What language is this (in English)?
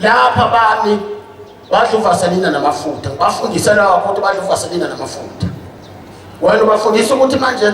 Zulu